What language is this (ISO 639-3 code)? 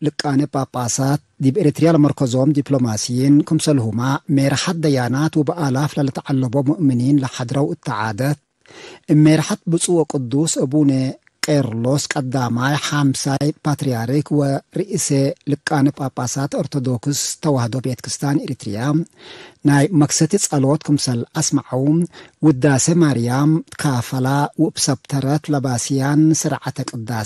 tig